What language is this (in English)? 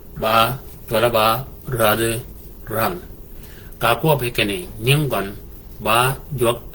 Shilluk